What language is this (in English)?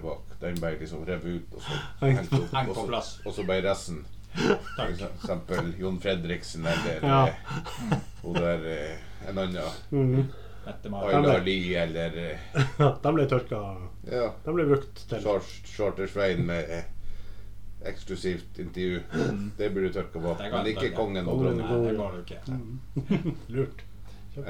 Norwegian